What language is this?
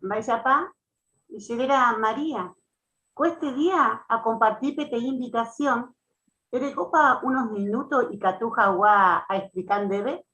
Guarani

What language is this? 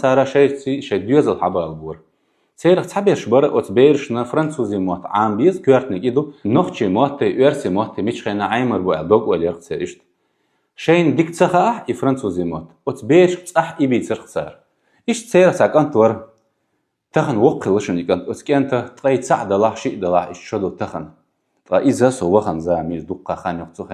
Chechen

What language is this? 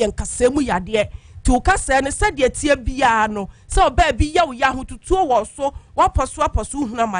Akan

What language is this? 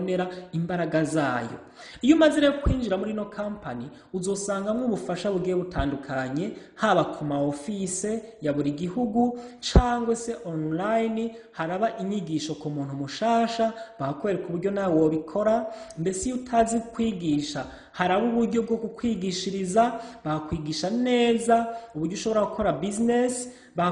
Rundi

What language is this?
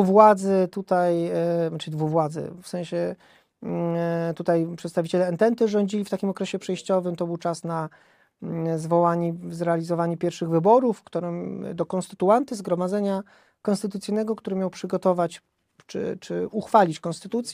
Polish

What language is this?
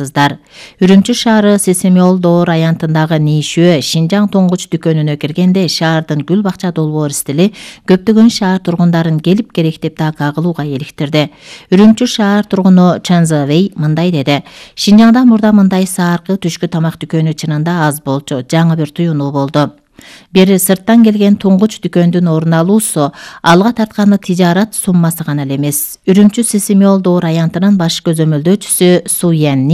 Kyrgyz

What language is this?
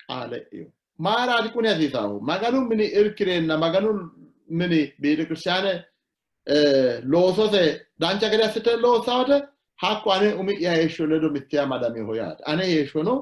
Sidamo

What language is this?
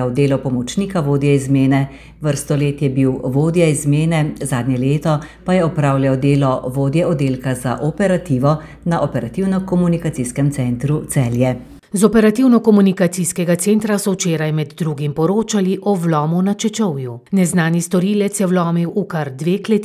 Slovenian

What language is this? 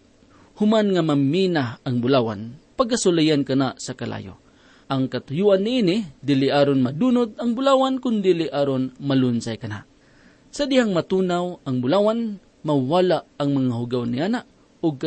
Cebuano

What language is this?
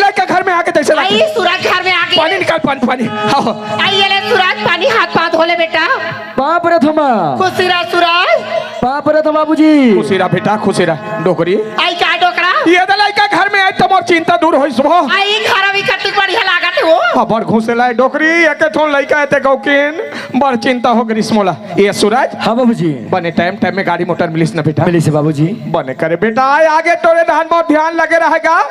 Chhattisgarhi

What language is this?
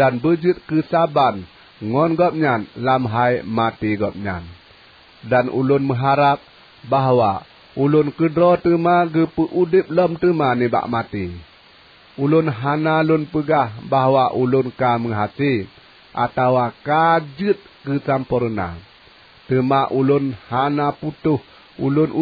Achinese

